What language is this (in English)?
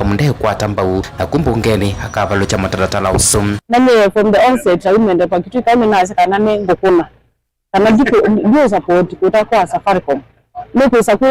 Kamba